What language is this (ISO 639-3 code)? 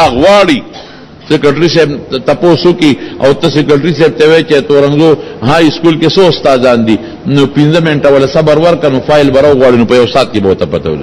pus